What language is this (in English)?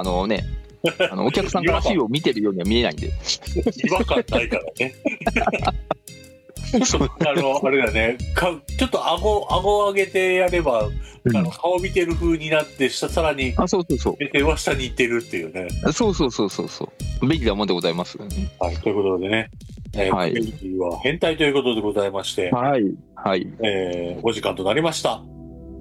Japanese